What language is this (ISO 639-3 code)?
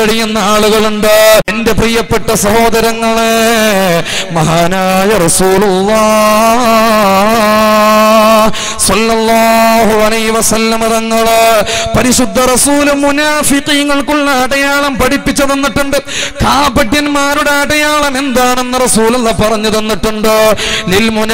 mal